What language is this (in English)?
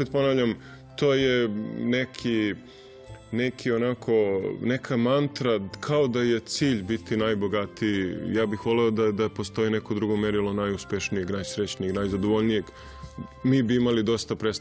Serbian